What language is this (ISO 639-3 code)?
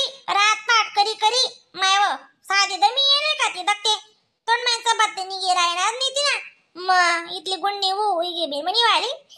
khn